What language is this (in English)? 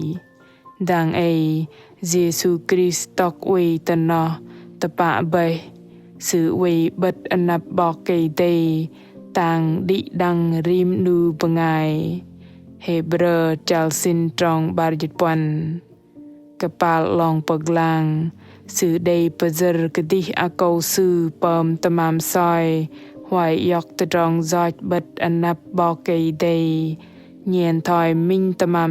Bahnar